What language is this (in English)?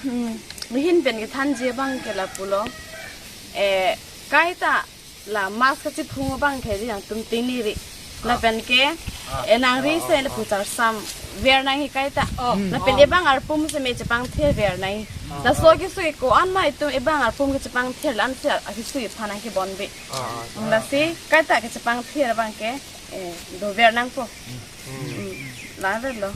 Karbi